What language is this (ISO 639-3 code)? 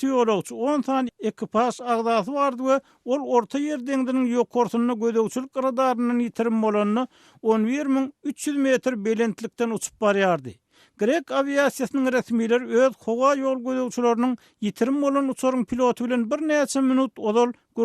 tuk